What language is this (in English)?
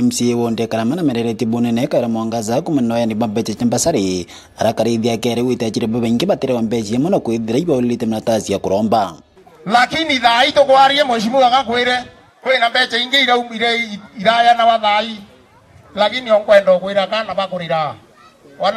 Meru